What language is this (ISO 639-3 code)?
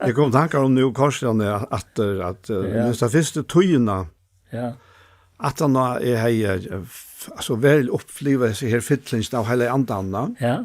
fao